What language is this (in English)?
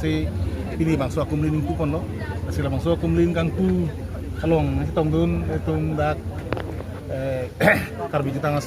Karbi